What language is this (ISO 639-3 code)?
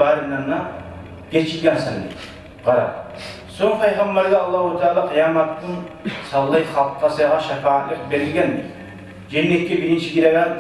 kum